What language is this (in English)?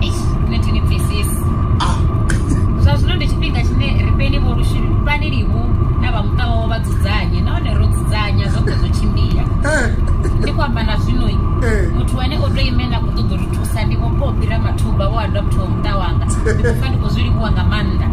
Venda